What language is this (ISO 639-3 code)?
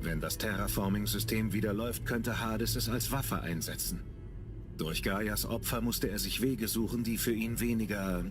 gsw